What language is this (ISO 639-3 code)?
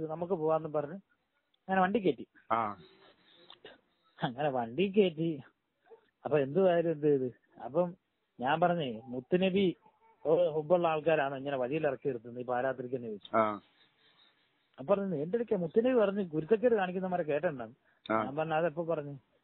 mal